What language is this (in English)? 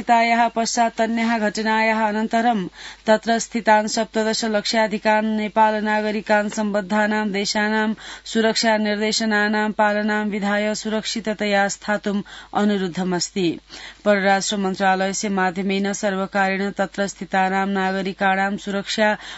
Sanskrit